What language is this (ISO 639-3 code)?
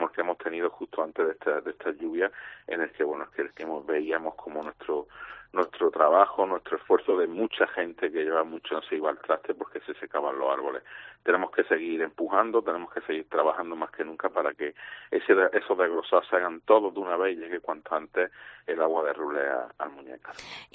spa